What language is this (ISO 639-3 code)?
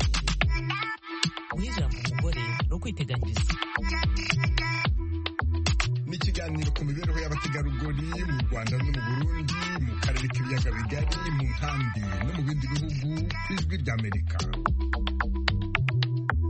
kin